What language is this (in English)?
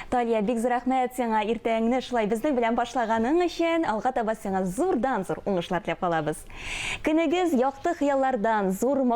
Tatar